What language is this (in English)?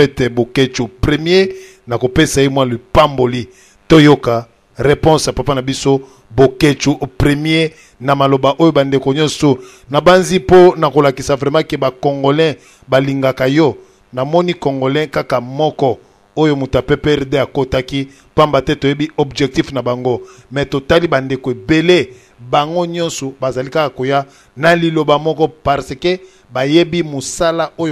Lingala